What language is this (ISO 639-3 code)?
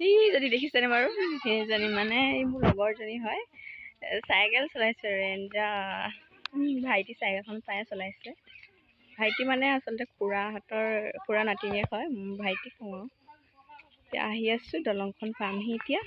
asm